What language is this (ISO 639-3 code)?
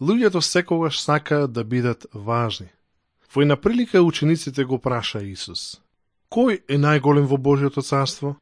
mkd